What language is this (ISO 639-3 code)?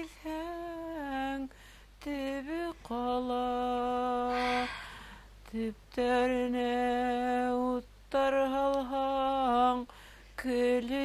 bak